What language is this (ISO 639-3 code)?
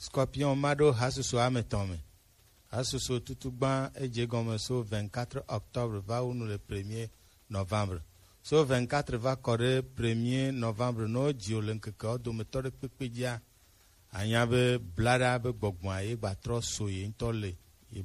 gej